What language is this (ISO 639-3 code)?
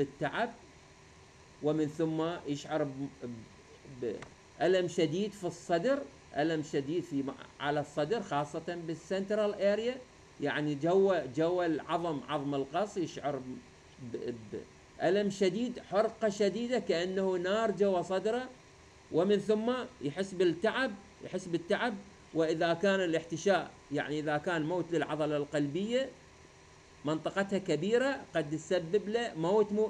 acm